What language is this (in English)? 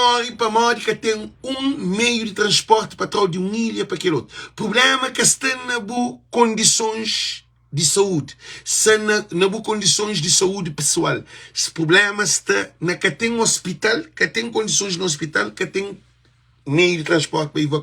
Kabuverdianu